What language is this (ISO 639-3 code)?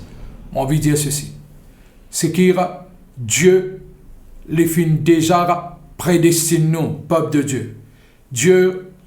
mfe